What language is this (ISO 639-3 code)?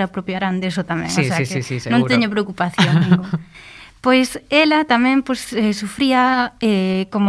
glg